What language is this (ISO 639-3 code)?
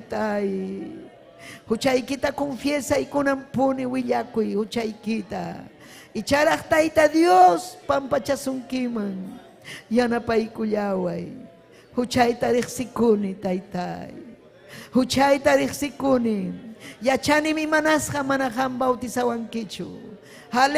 quy